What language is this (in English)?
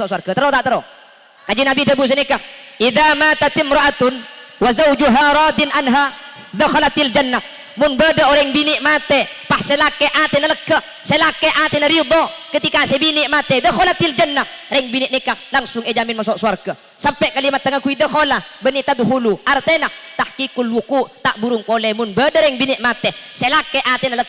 Madurese